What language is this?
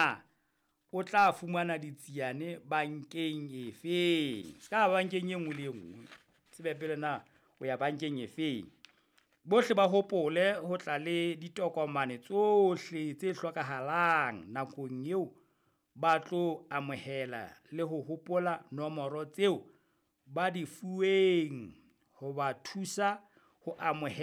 Southern Sotho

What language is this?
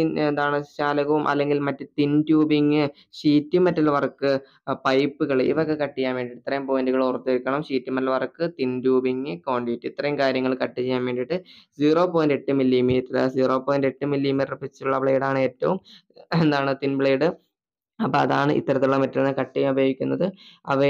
Malayalam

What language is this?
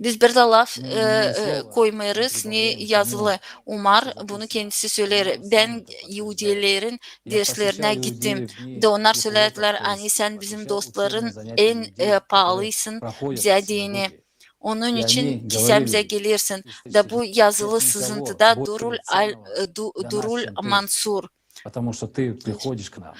Gagauz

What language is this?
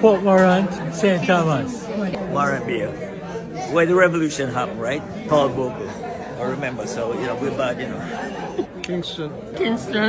Jamaican Creole English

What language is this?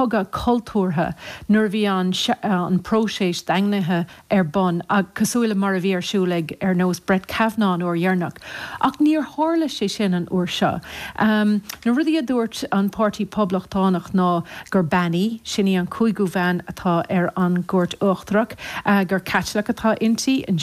Irish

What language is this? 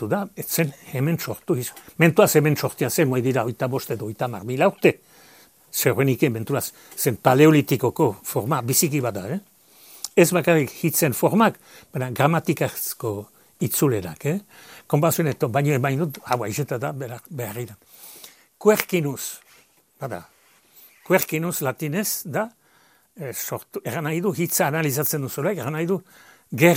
Basque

